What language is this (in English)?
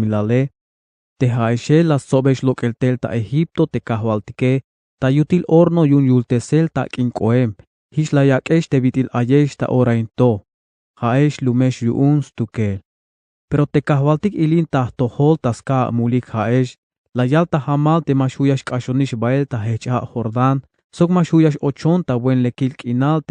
Tzeltal